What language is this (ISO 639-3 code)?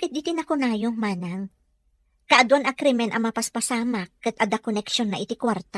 ilo